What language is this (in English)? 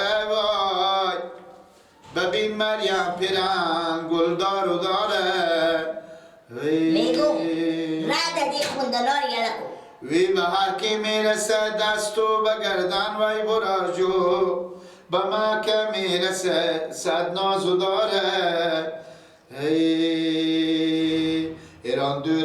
Persian